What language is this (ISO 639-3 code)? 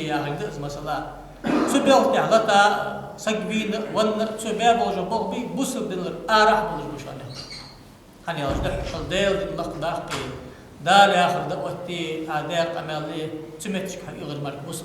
inh